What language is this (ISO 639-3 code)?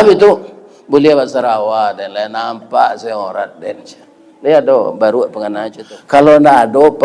min